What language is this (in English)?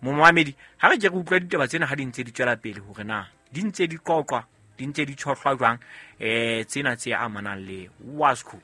Southern Sotho